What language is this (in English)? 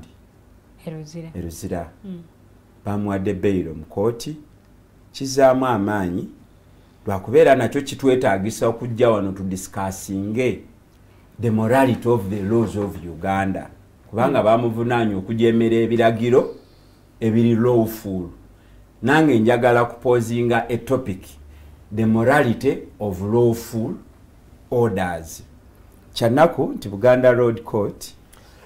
Ganda